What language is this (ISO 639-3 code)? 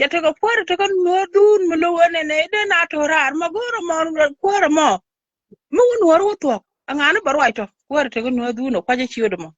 nus